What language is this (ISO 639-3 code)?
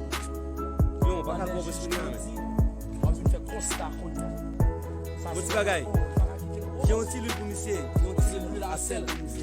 hat